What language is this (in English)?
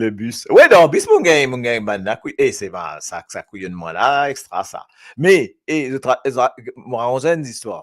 Morisyen